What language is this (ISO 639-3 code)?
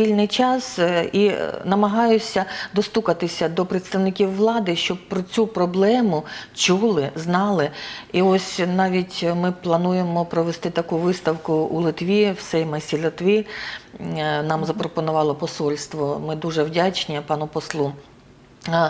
ukr